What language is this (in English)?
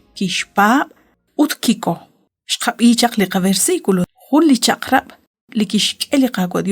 Kekchí